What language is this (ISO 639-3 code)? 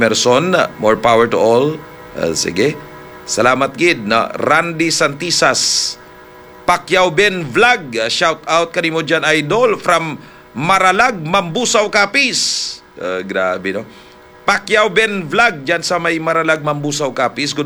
hil